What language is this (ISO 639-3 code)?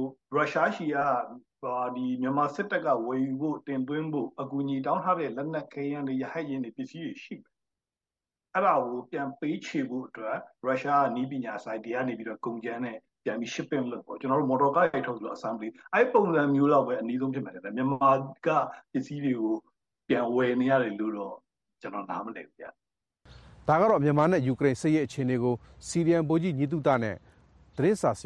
mya